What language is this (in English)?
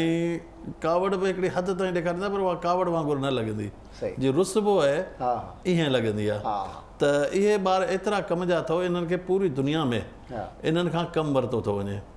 Sindhi